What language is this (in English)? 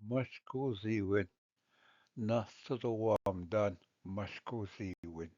Ojibwa